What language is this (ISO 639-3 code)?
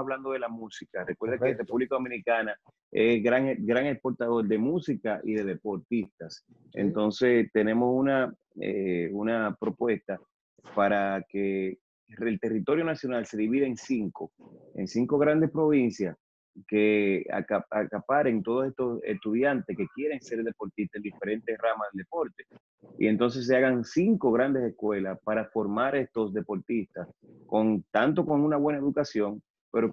spa